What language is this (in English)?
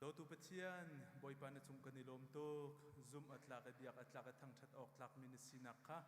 Hakha Chin